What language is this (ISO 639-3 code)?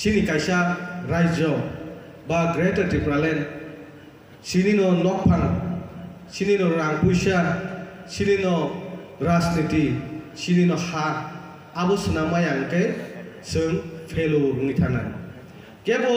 trp